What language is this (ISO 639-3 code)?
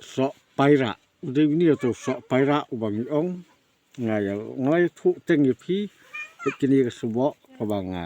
kha